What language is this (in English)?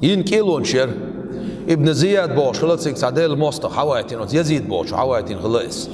Chechen